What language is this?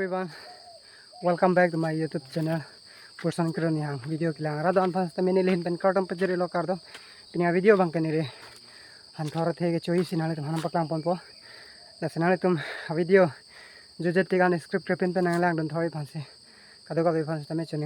Karbi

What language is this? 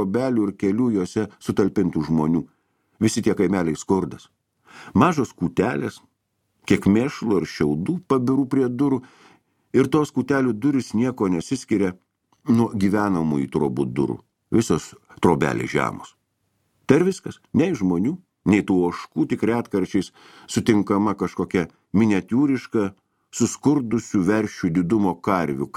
Lithuanian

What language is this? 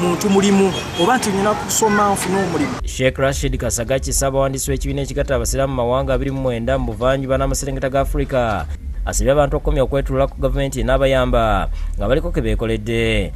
Ganda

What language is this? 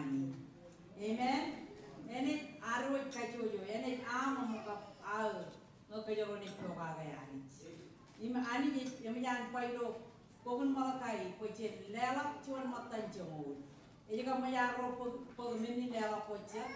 Marshallese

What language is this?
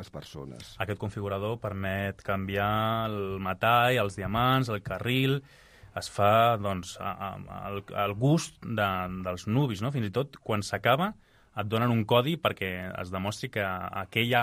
Catalan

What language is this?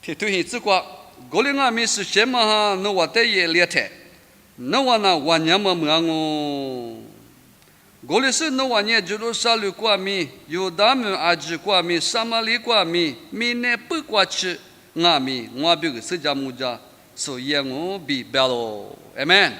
Lisu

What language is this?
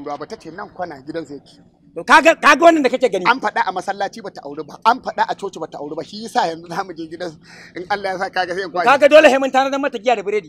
Hausa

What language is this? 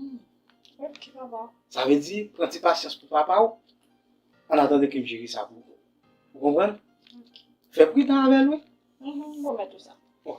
Haitian Creole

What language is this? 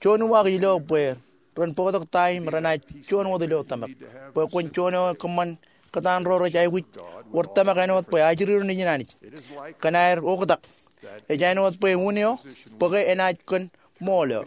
Marshallese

